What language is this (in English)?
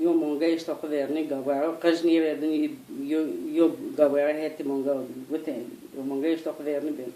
Zaza